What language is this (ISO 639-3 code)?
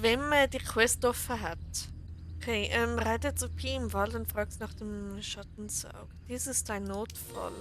gsw